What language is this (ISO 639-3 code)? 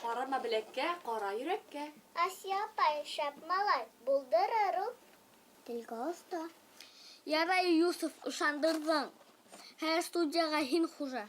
bak